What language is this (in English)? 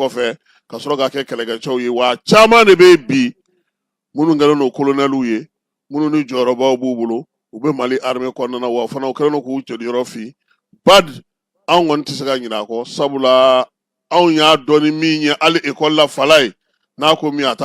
Bambara